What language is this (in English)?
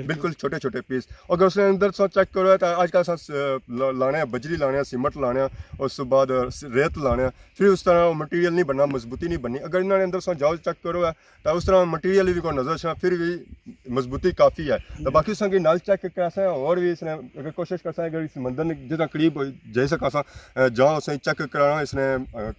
Pahari-Potwari